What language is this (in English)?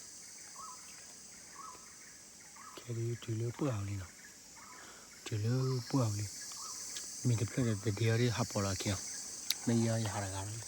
S'gaw Karen